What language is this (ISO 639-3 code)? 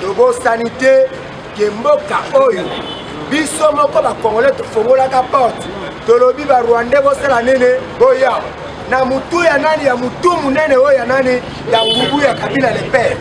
lin